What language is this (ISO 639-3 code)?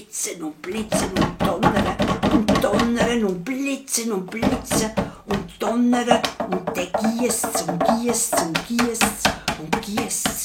gsw